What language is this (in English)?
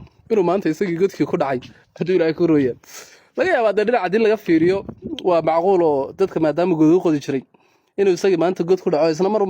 Somali